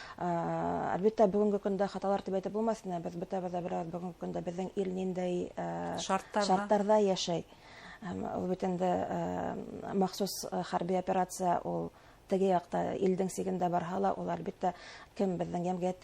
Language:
Bashkir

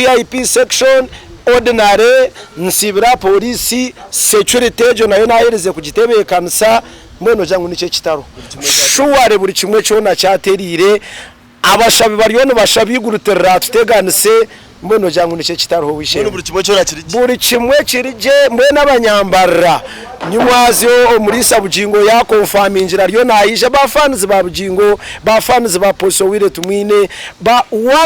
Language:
Nyankole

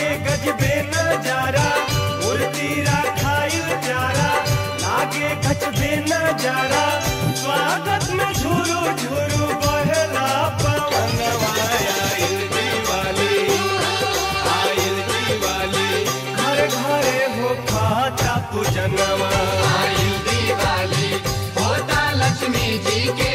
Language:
Bhojpuri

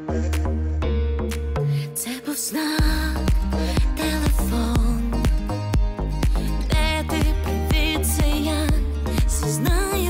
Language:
Ukrainian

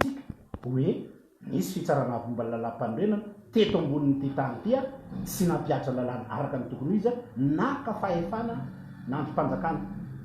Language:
Malagasy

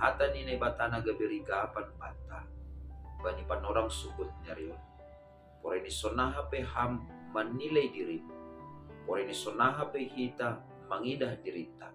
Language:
Batak Simalungun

